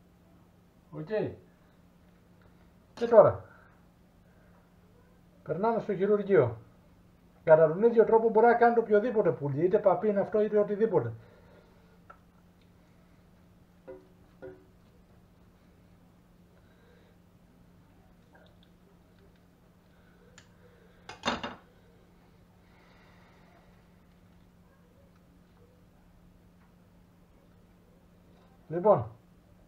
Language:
Greek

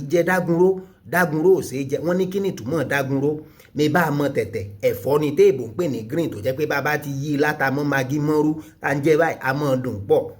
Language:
Yoruba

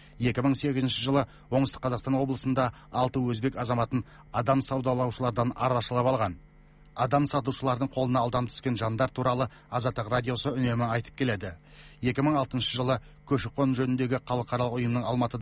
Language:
Kazakh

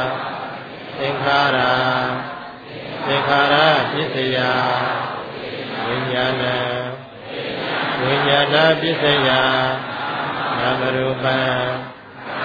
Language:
Burmese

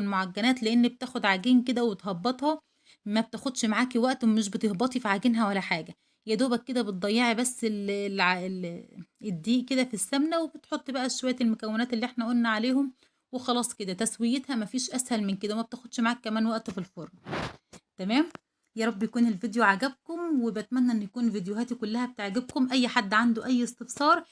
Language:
Egyptian Arabic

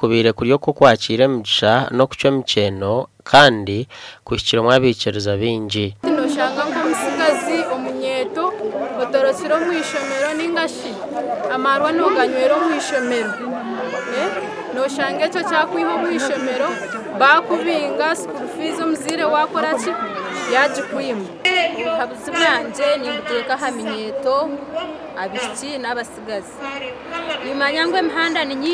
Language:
Nyankole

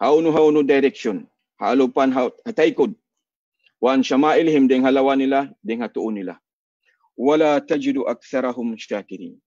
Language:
Tausug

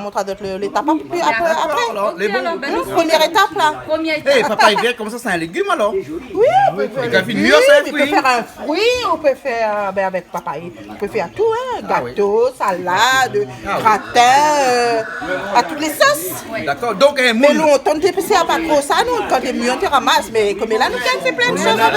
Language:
Réunion Creole French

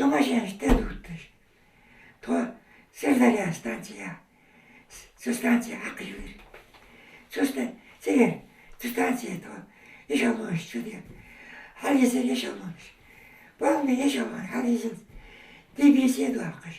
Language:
Ingush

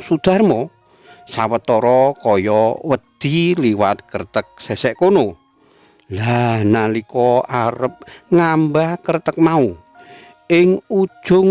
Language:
Javanese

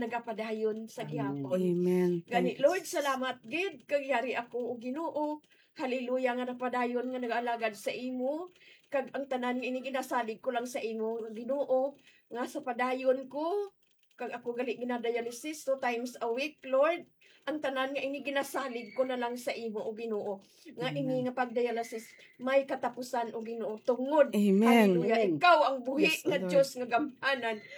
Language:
Hiligaynon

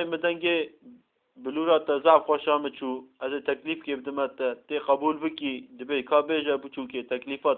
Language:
Kurdish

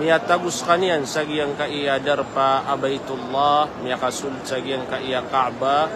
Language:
Maranao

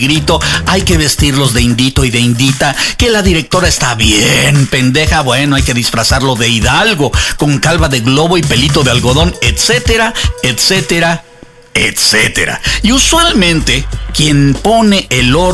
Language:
Spanish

